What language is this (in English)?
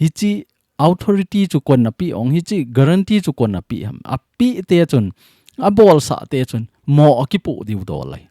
Thado Chin